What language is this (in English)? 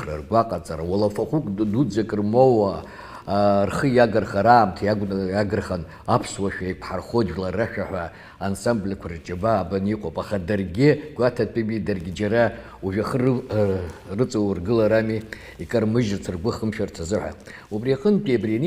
Abkhazian